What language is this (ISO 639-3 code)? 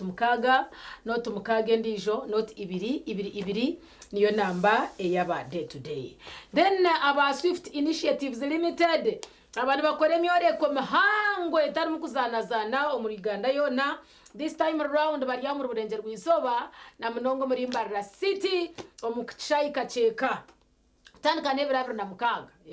nyn